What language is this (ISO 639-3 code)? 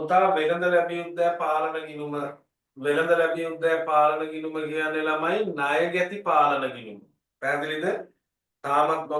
sin